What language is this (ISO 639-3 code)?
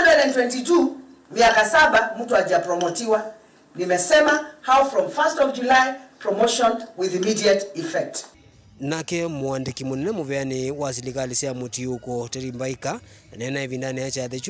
kam